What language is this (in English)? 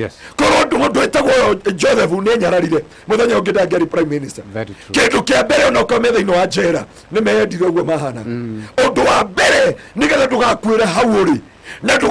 Kikuyu